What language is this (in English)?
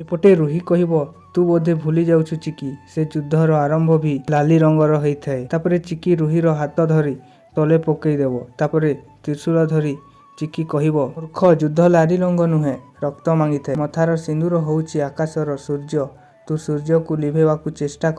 Odia